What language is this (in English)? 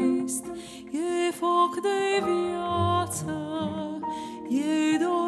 Romanian